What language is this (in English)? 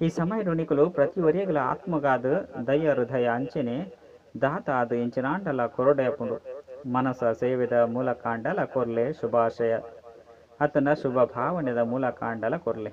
Tulu